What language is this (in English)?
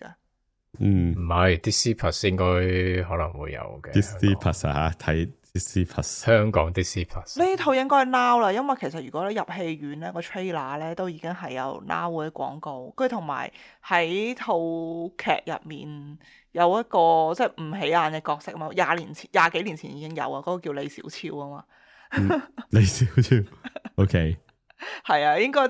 Cantonese